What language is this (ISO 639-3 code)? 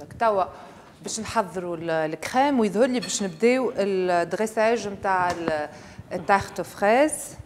aeb